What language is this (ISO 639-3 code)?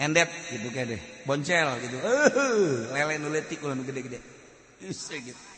sun